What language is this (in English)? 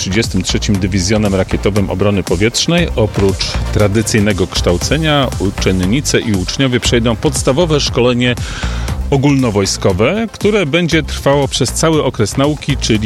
Polish